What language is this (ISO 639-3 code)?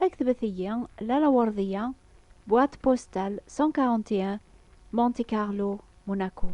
kab